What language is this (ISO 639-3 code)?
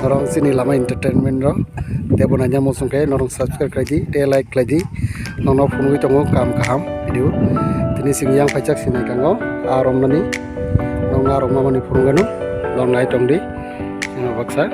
trp